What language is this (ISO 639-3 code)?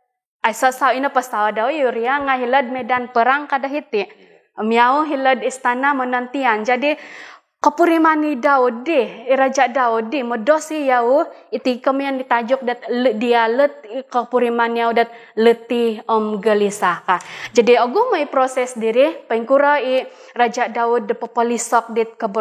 dtp